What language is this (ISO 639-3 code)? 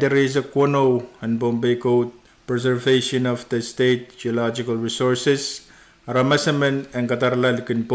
pon